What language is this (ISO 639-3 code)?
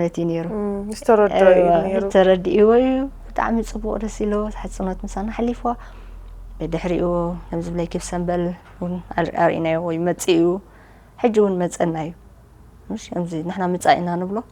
tir